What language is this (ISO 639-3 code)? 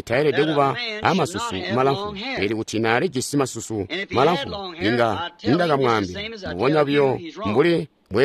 toi